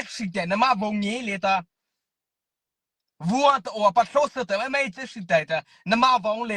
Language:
Mara Chin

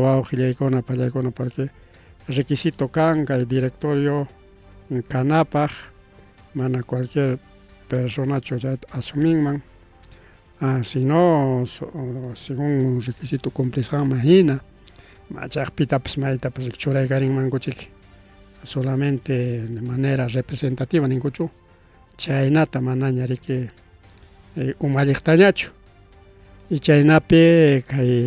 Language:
Ayacucho Quechua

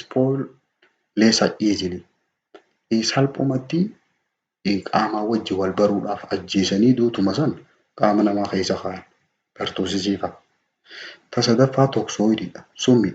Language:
Oromo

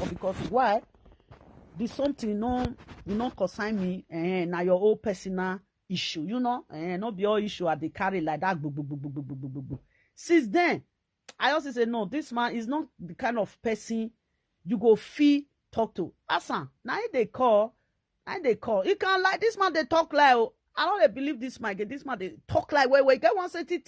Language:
Nigerian Pidgin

